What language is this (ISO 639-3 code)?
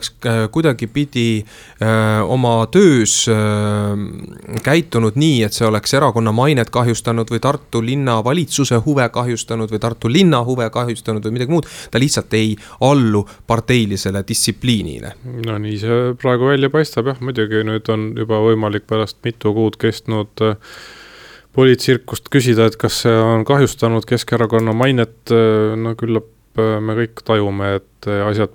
est